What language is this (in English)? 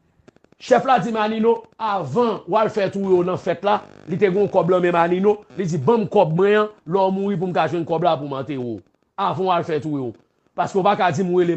Haitian Creole